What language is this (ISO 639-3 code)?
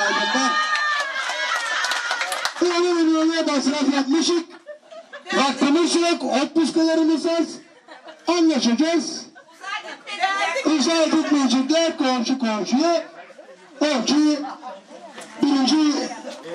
tur